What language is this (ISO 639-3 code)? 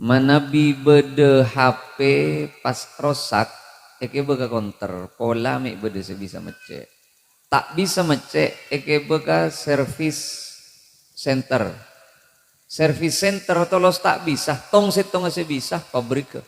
mad